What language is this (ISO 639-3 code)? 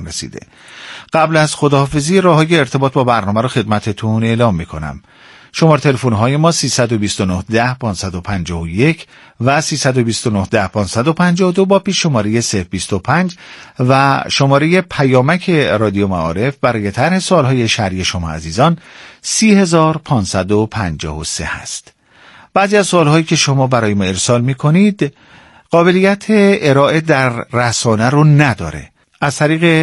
fas